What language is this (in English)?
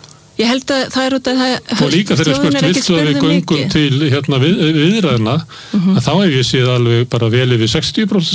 Icelandic